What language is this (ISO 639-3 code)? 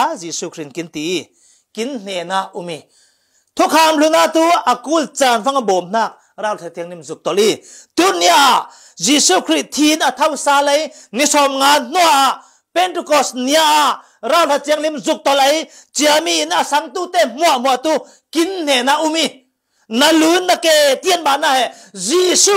cfm